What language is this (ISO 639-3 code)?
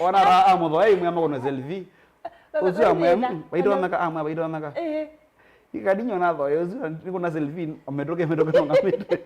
kam